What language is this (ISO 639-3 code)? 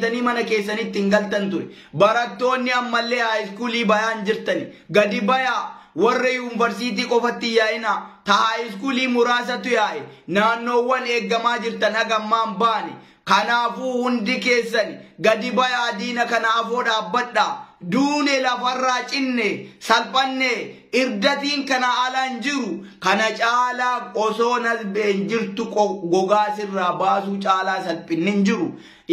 orm